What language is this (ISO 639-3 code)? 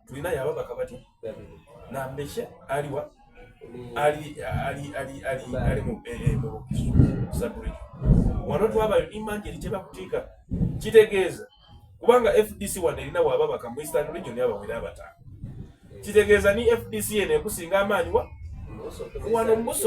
xog